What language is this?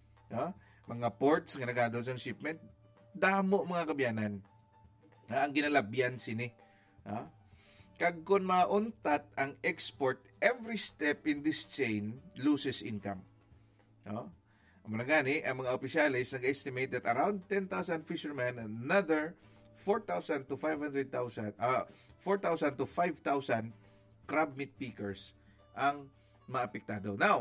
Hiligaynon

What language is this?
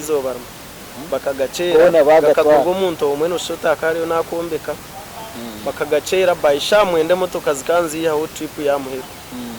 Nyankole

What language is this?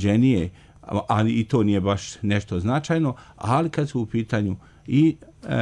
Serbian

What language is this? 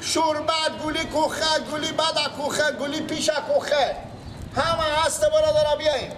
Persian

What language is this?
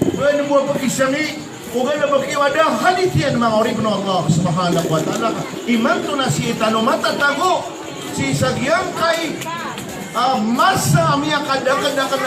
Maranao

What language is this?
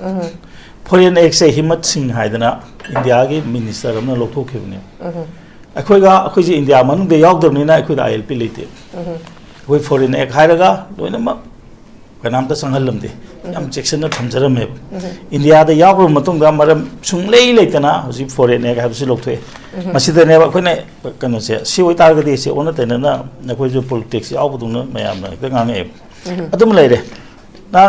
Manipuri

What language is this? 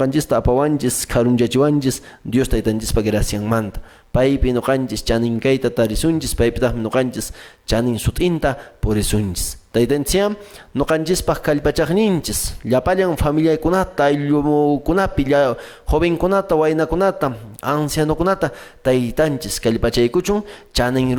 Quechua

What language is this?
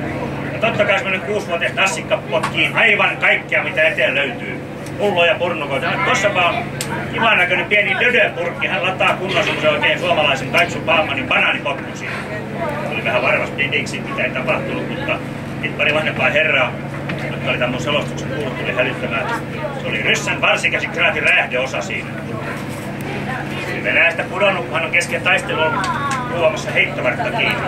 Finnish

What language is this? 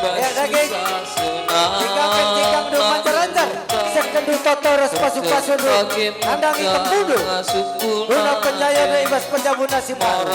Batak Karo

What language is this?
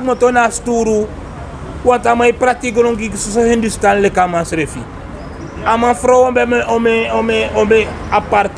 Sranan Tongo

